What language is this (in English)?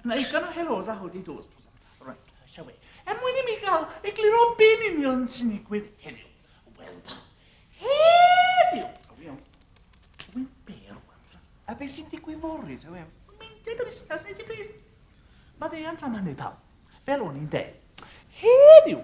Welsh